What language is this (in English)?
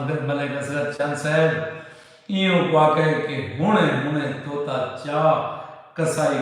Saraiki